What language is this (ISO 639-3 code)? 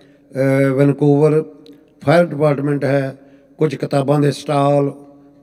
pan